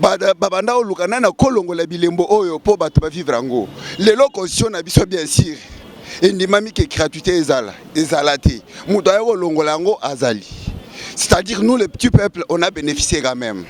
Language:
Lingala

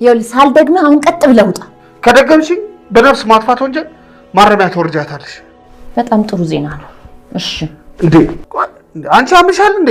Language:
Amharic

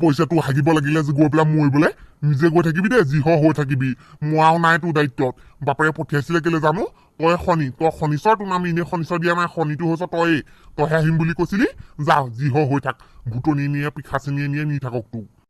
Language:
Assamese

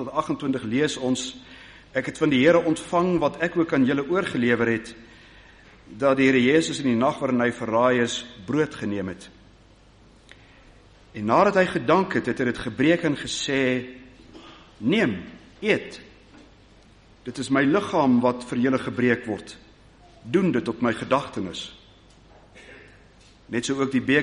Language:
Afrikaans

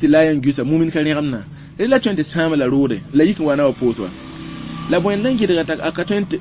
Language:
Mossi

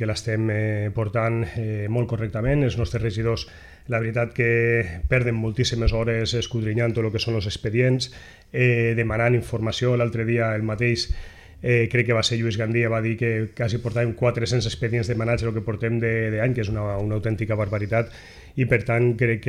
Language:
Catalan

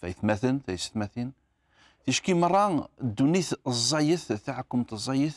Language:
Kabyle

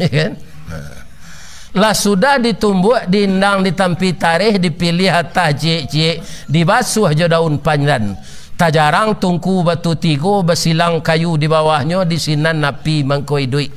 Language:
Minangkabau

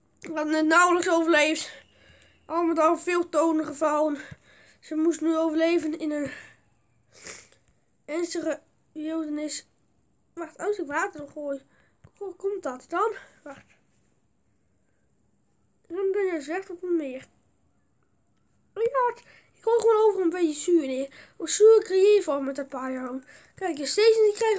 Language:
Dutch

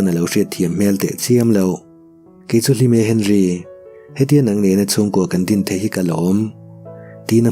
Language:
Mizo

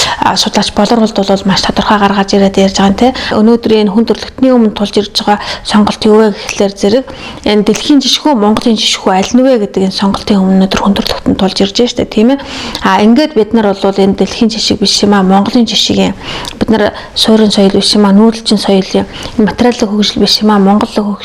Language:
Mongolian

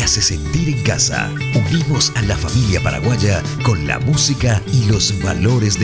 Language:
Spanish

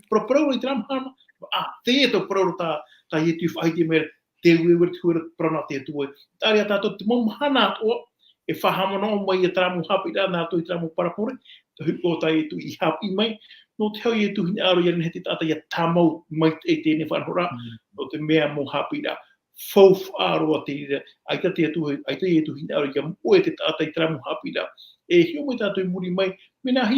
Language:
Tahitian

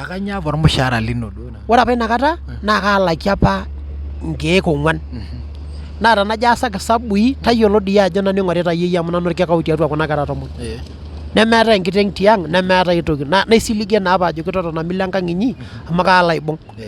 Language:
Masai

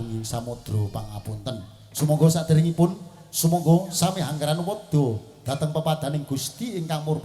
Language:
Javanese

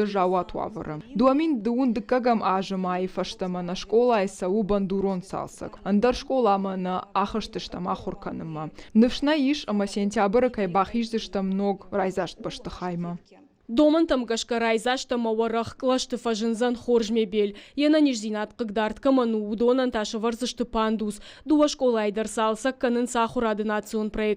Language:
Ossetic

